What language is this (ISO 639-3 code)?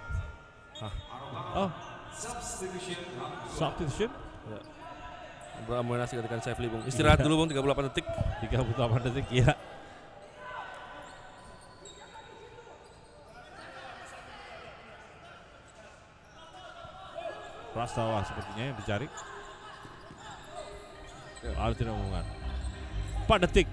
ind